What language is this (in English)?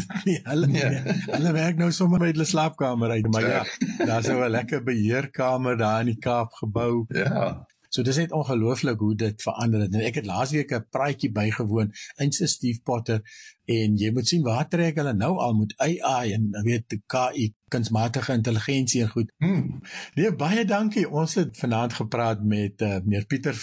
Afrikaans